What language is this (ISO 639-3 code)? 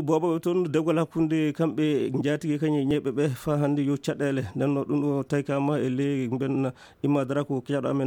ful